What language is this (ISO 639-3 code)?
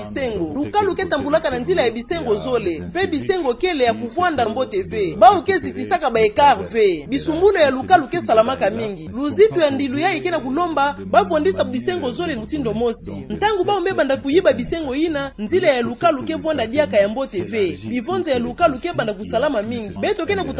ktu